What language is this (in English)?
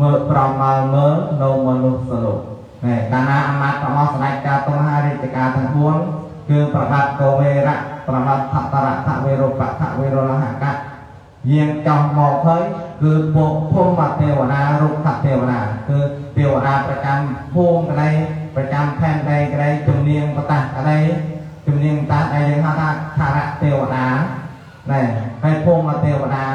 Khmer